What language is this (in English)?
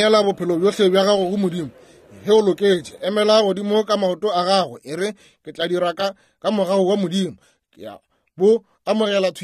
Northern Sotho